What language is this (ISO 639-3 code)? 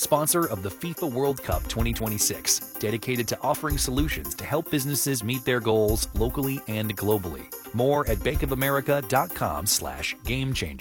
eng